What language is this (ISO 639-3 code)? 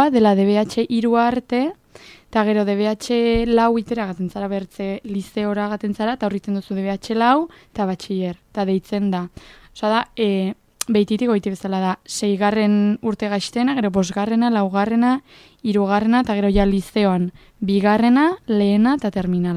eus